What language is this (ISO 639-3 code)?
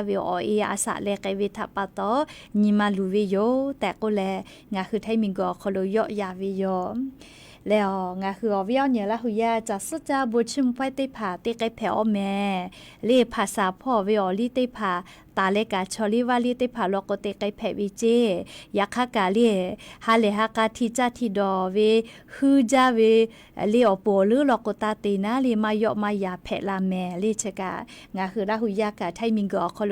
lhu